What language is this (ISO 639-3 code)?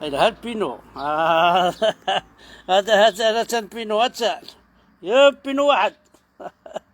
kab